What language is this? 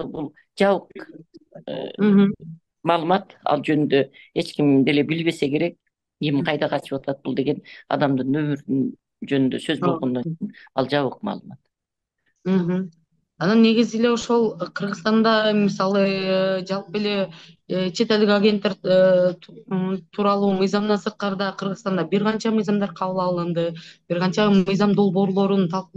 Kyrgyz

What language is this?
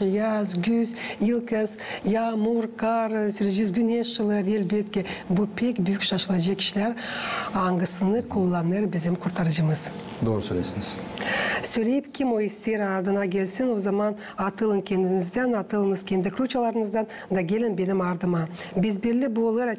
Gagauz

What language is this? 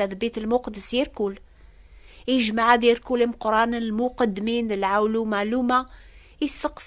Kabyle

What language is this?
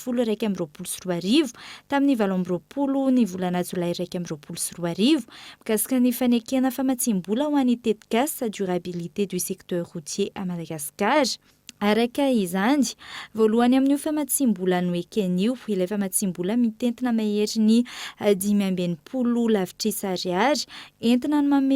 Malagasy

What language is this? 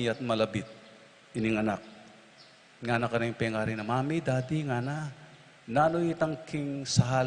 Pampanga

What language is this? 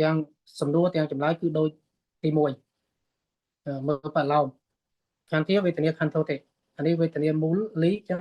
Khmer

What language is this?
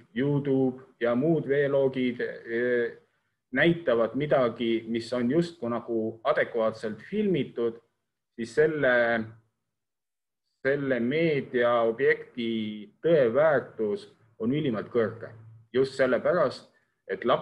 Estonian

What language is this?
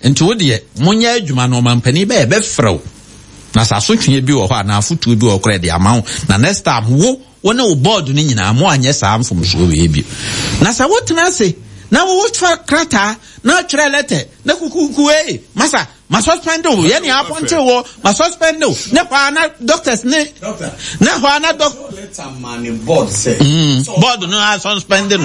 Akan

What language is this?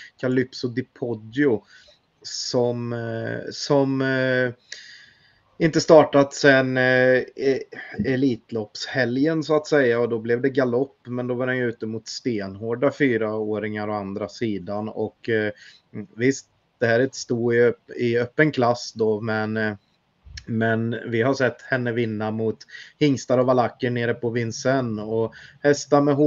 Swedish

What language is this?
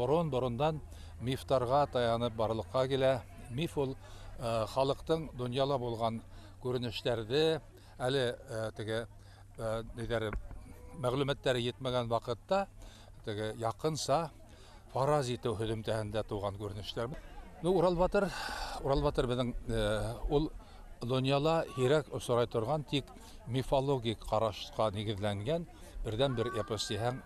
Bashkir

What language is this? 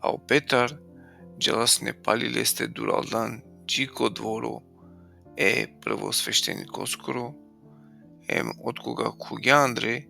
Balkan Romani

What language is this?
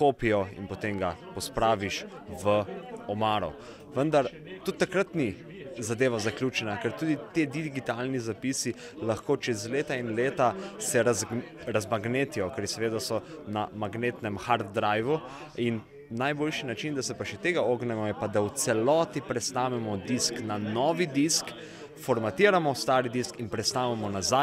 Slovenian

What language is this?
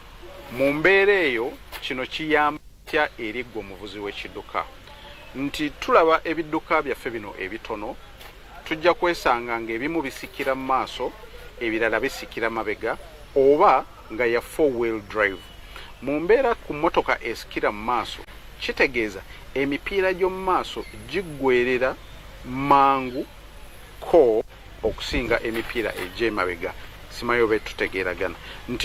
Ganda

